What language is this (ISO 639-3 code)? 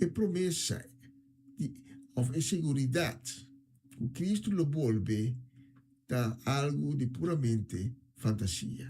pap